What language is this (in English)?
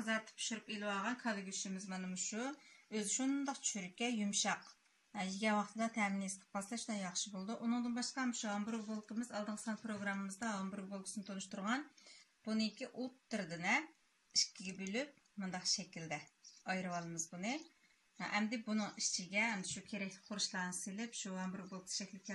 Uyghur